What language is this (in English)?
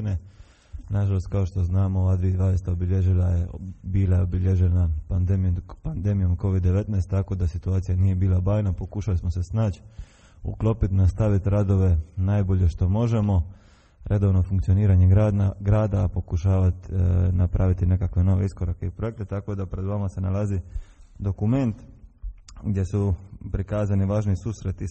Croatian